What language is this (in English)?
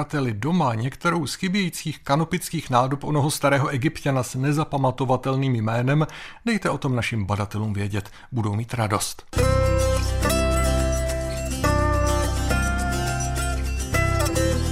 Czech